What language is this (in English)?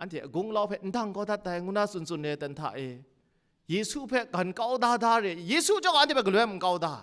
Kachin